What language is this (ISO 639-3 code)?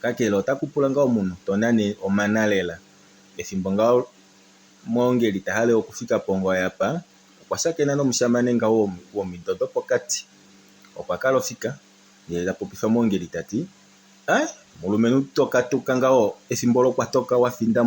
kua